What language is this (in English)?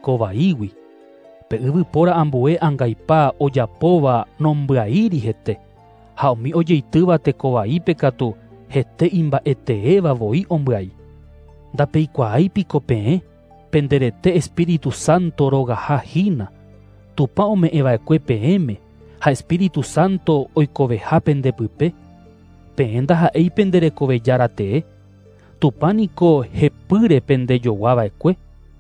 Guarani